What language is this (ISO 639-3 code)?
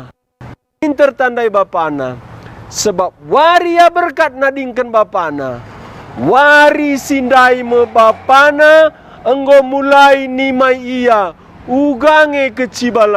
btx